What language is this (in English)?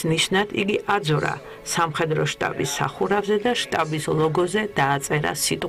Georgian